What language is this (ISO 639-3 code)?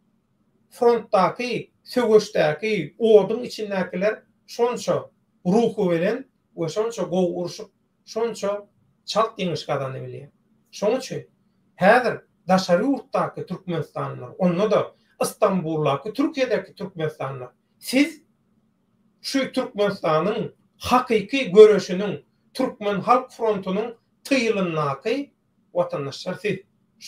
tuk